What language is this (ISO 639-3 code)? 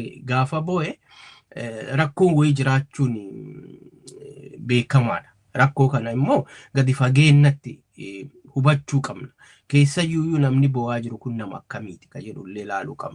orm